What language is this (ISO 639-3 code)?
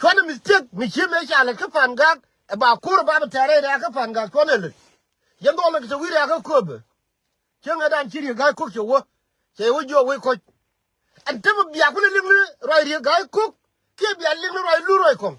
nus